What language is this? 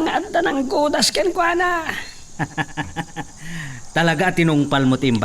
Iloko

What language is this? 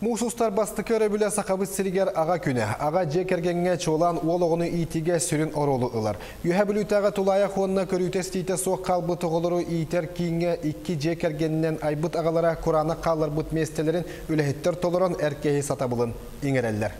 Yakut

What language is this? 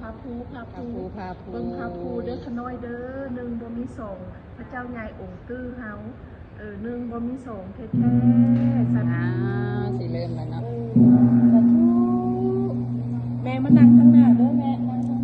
Lao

